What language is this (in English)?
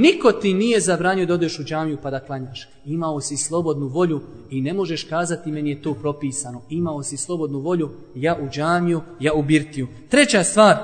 Bosnian